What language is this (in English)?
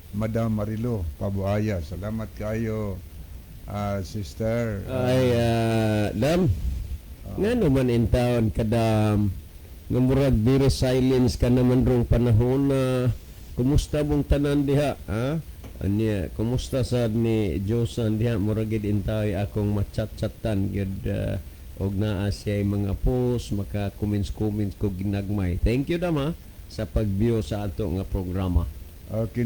Cebuano